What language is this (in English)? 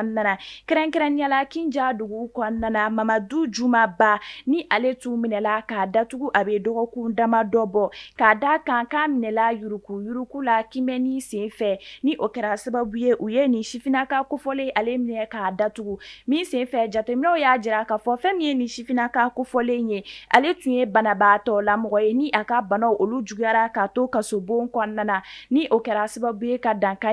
Bambara